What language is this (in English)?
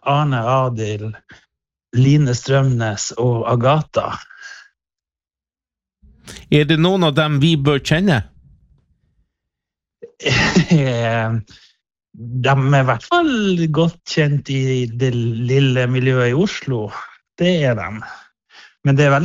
Norwegian